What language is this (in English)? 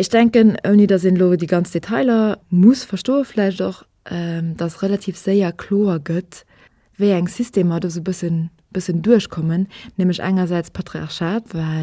Luxembourgish